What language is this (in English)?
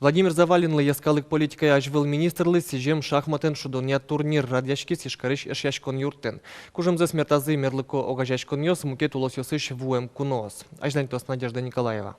Udmurt